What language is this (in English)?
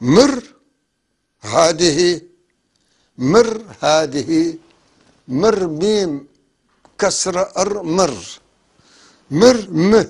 North Levantine Arabic